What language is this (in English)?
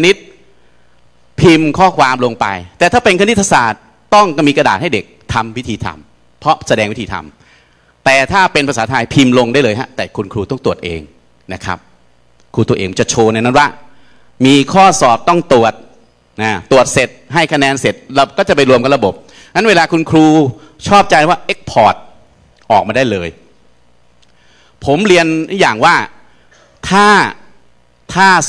Thai